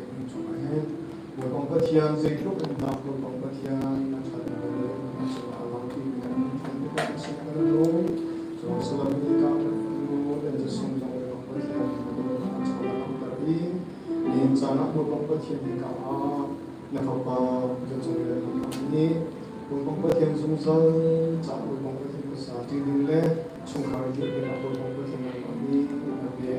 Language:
Hakha Chin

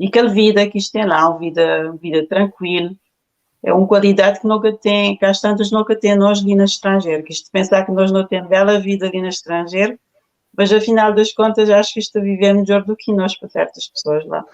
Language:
Kabuverdianu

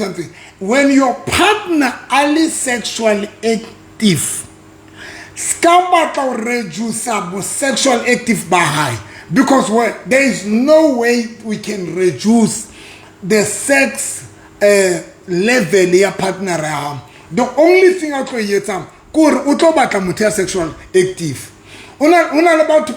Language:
Southern Sotho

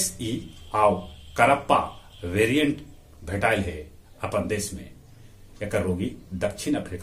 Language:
Magahi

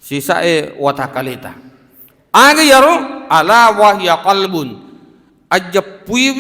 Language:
Buginese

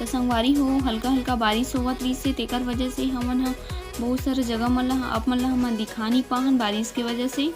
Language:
Chhattisgarhi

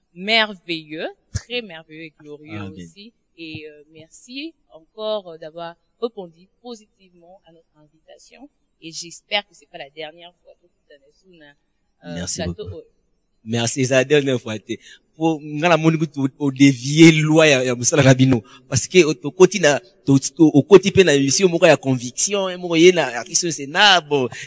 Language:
French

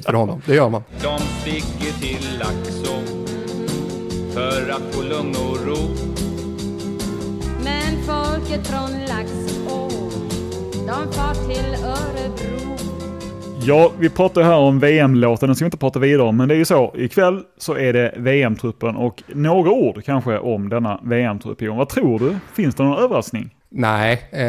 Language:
Swedish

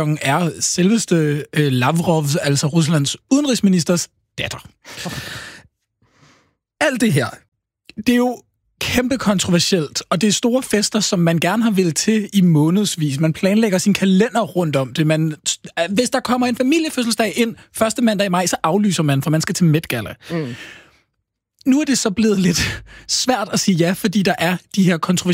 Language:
Danish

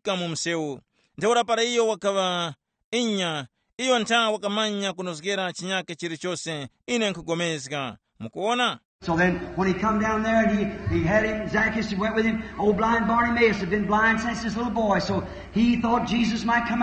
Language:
Tumbuka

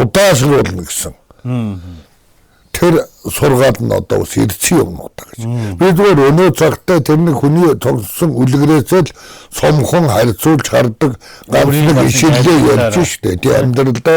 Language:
Mongolian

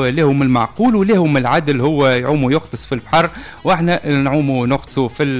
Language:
Tunisian Arabic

